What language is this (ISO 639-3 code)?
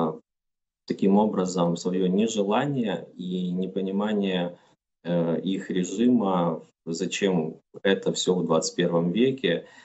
rus